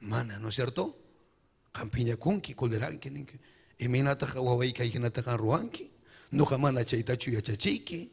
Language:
Ayacucho Quechua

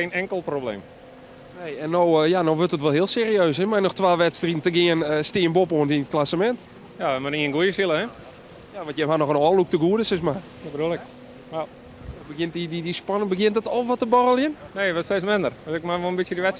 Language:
Western Frisian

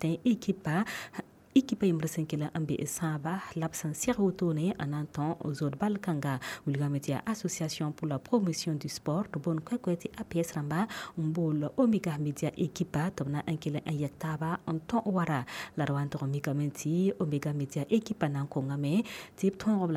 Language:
Mossi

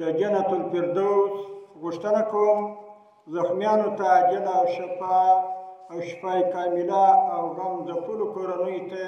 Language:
Pashto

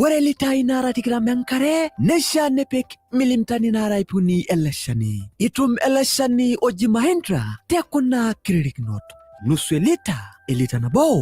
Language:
Masai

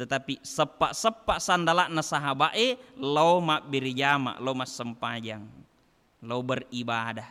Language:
Buginese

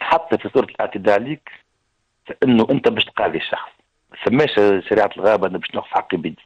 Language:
Tunisian Arabic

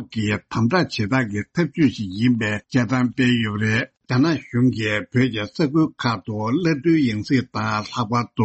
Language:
Tibetan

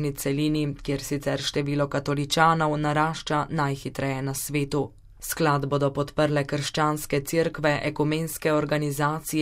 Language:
Slovenian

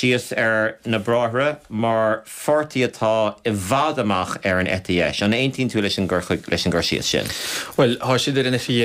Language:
Irish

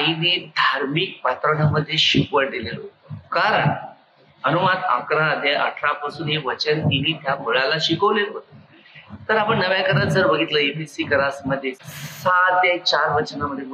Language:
Marathi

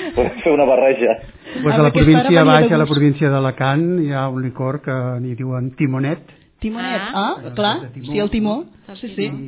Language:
Catalan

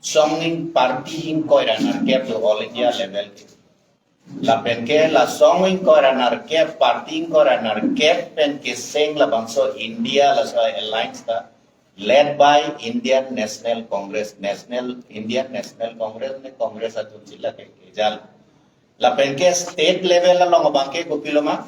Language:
Karbi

